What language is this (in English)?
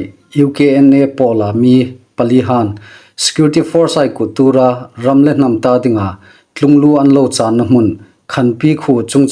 Hmar